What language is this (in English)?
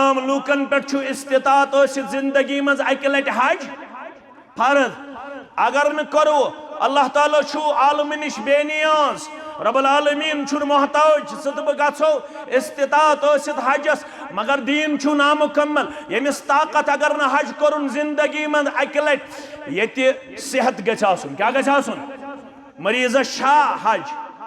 Kashmiri